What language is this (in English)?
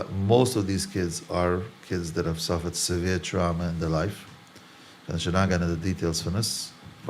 Yiddish